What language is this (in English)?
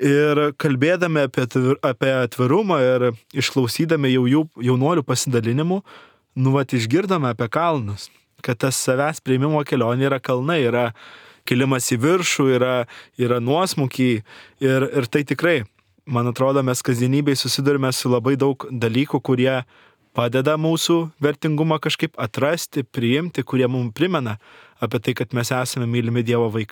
Lithuanian